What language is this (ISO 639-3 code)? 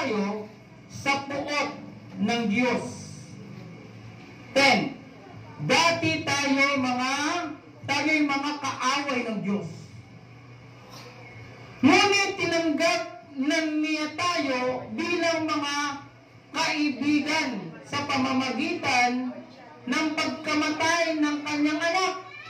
fil